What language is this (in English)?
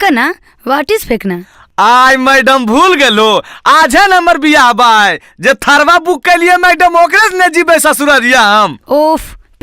Magahi